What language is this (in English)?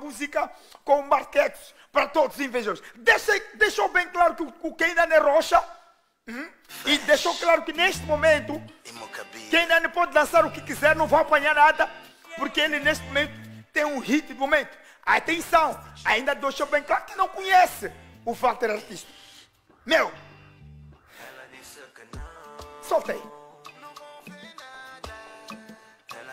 Portuguese